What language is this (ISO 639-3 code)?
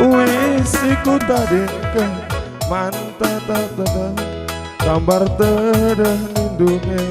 btx